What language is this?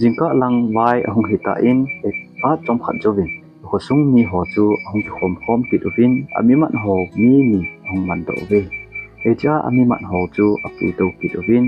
Thado Chin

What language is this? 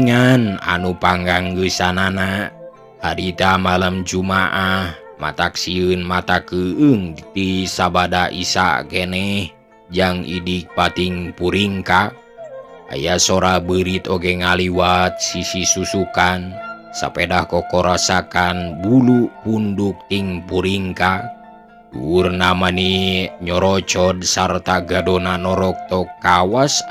Sundanese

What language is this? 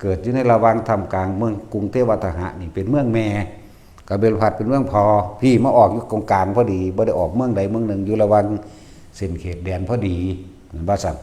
Northeastern Thai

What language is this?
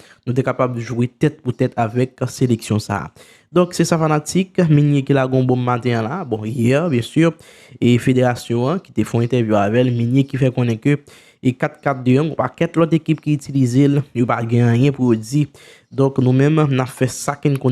Haitian Creole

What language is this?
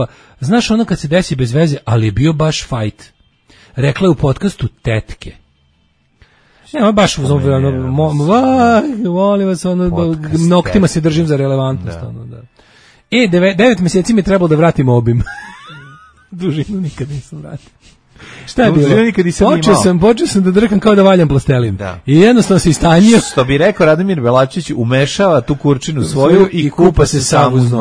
Serbian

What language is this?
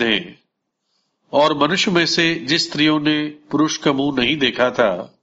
Hindi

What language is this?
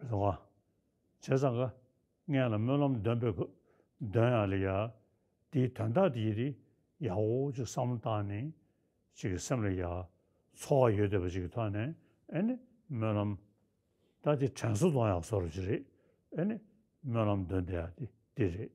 Tibetan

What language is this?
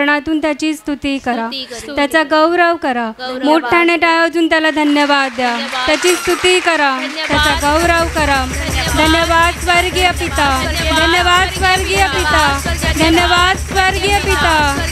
Marathi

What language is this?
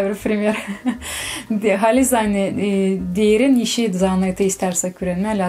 Gagauz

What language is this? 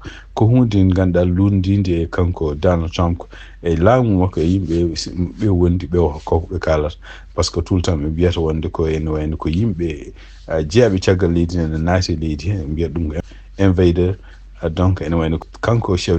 Fula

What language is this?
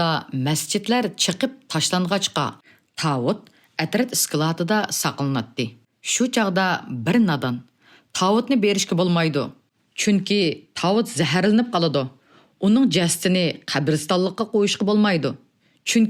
Uyghur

